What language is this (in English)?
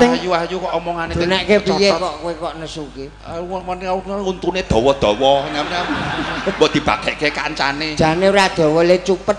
Javanese